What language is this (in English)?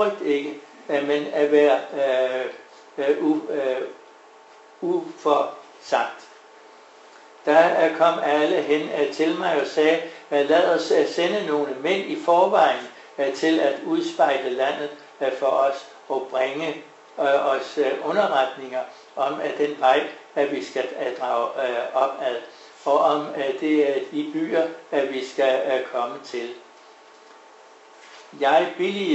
Danish